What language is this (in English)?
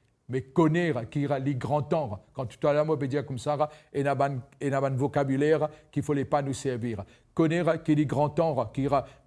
Morisyen